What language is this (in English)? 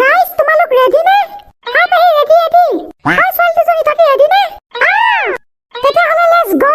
Assamese